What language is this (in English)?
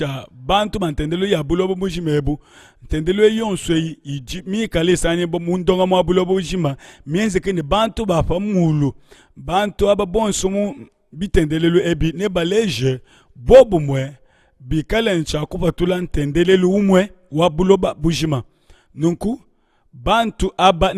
Luba-Lulua